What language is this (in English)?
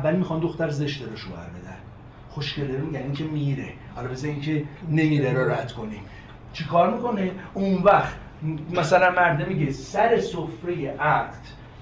Persian